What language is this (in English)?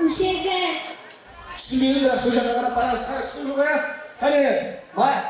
Kara-Kalpak